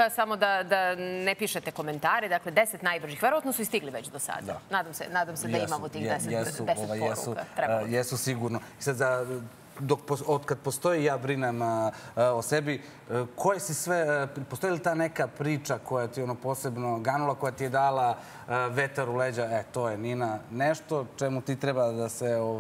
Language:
Serbian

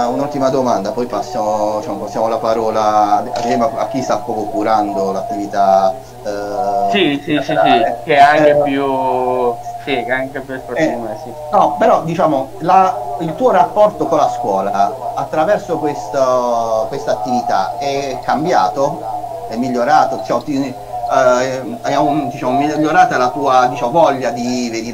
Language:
Italian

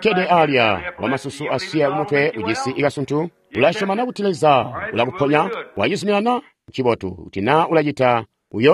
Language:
Tonga (Zambia)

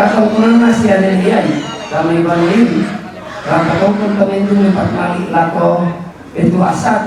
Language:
Toraja-Sa'dan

